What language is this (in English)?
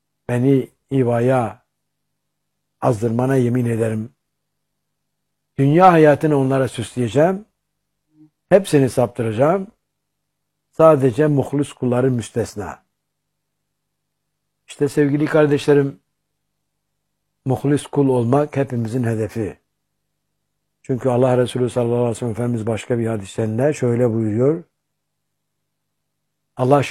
Turkish